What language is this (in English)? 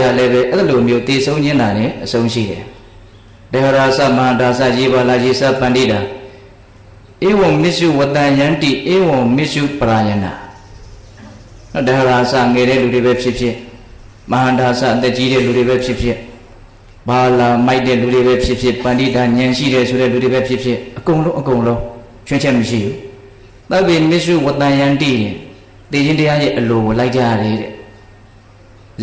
Burmese